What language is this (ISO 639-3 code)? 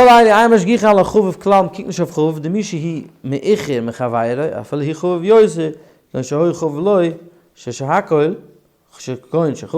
yid